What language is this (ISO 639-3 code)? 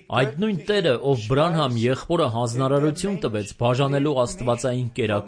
hye